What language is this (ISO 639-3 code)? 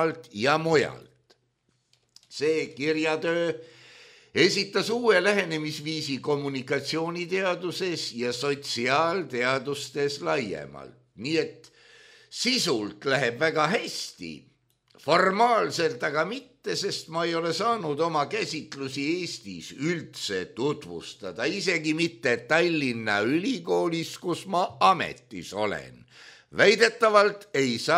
est